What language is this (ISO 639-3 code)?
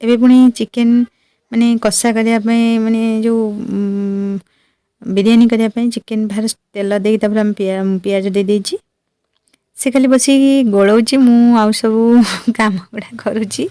ori